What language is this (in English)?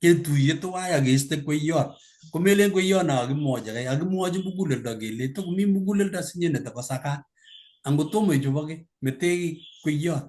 Kalenjin